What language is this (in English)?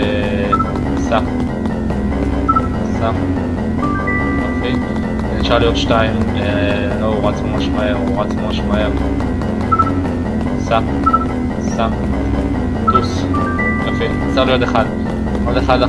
Hebrew